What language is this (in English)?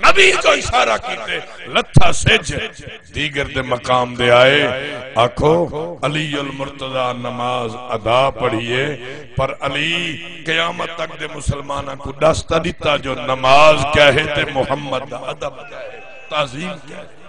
Saraiki